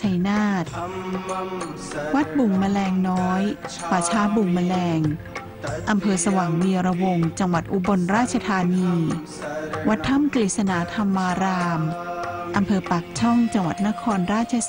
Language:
Thai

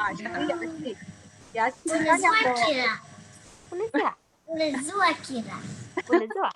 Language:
Aromanian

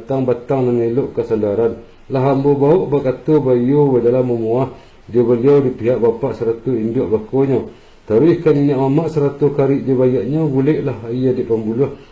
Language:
Minangkabau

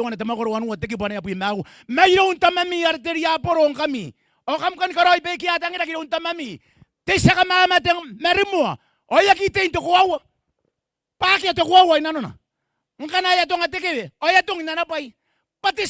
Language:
Gilbertese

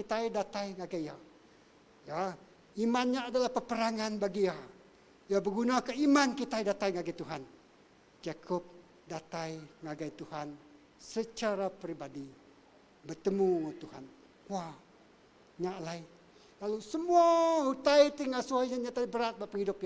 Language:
Iban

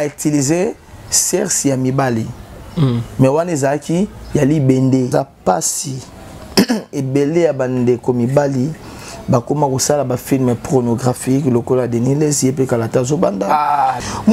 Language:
Lingala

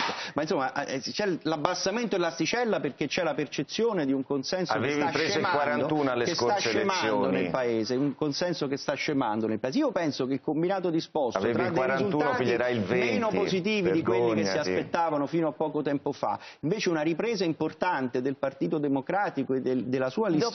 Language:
Italian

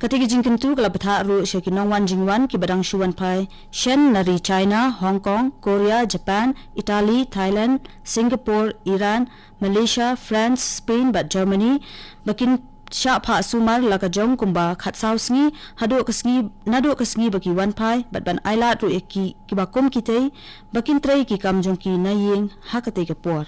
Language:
Khasi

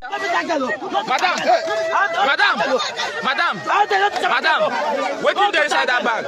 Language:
Nigerian Pidgin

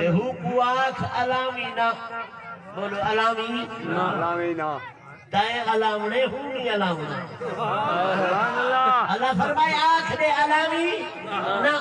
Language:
Saraiki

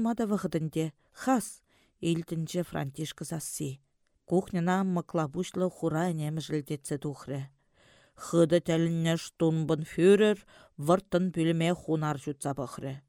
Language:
Chuvash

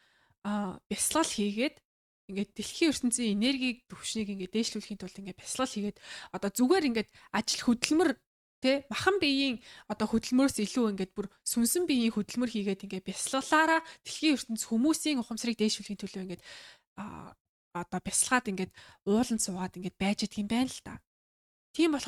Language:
Mongolian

